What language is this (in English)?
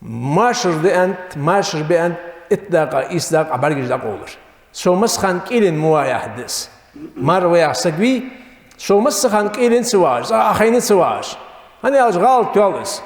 Ingush